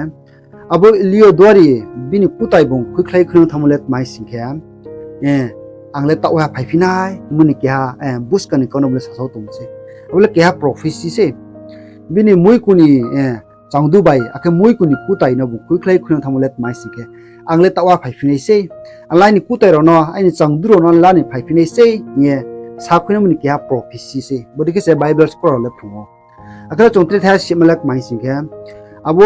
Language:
Riang (India)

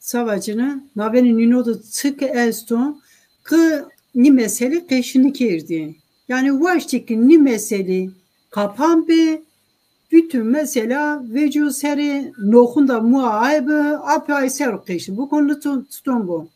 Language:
Zaza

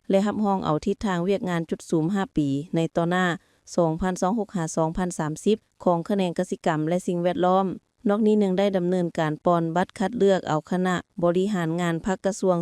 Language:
Lao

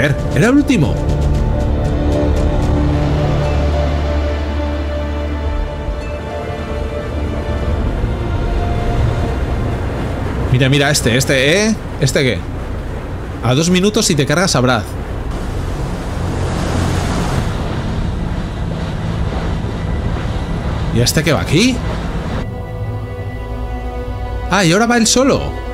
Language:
Spanish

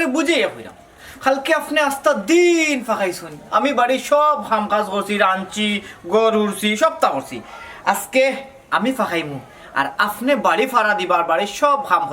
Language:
Sylheti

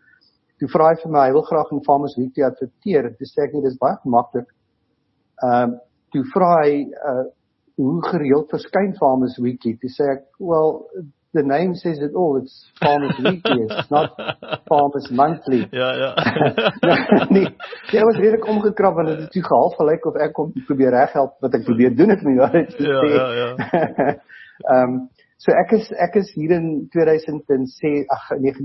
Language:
Afrikaans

